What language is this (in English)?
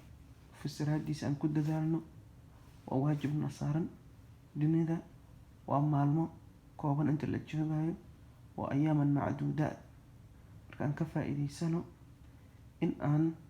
Somali